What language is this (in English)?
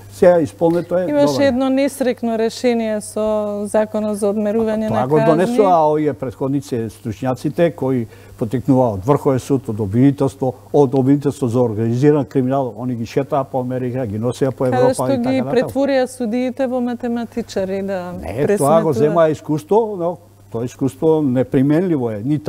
Macedonian